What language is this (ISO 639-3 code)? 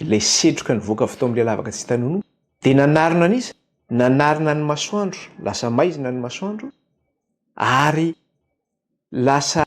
mlg